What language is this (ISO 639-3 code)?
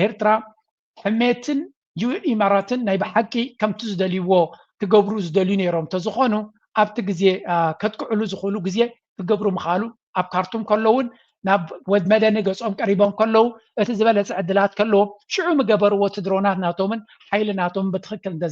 tir